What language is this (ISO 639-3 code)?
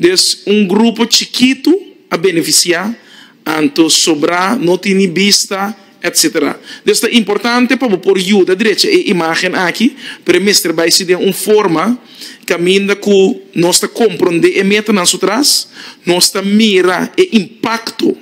pap